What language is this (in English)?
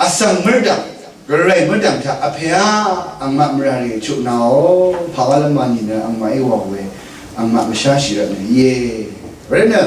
Rawang